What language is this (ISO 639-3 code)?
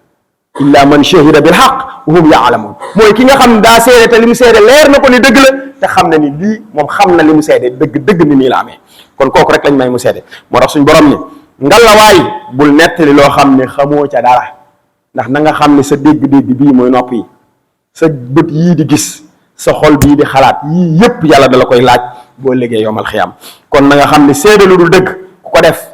wol